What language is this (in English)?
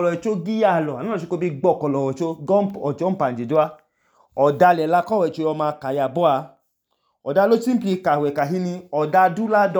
Idoma